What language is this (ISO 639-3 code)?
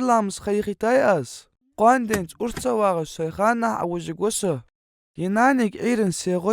inh